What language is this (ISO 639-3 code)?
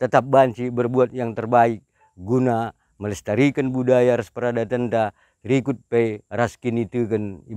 btx